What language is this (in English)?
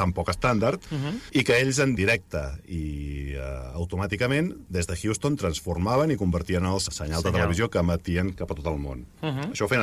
Catalan